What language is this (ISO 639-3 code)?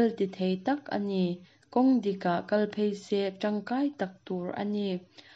lus